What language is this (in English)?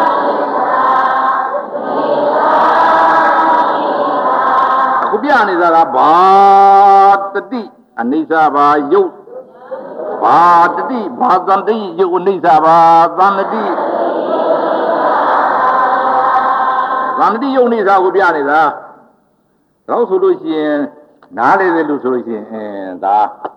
Burmese